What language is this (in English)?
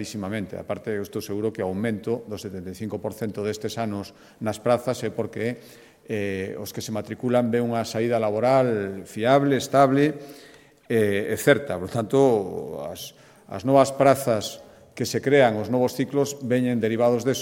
Galician